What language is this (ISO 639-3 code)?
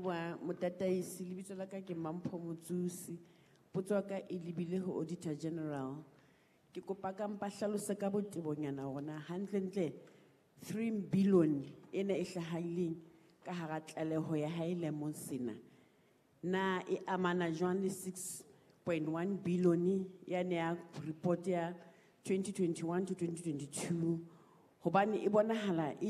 sot